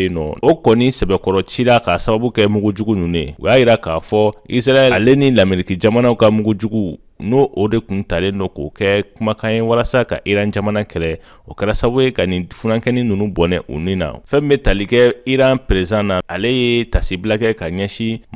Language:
Bambara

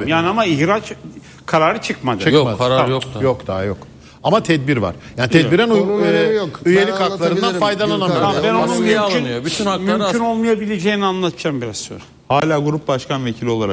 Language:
Turkish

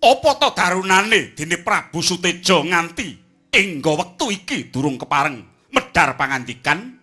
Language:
Javanese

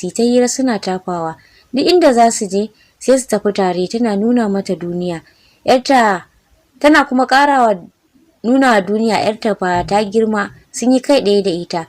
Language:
Hausa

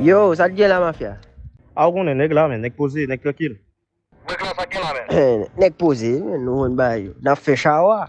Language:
Haitian Creole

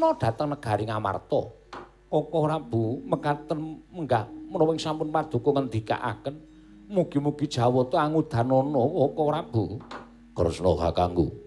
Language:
Javanese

